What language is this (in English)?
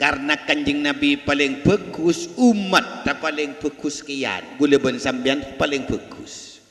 Madurese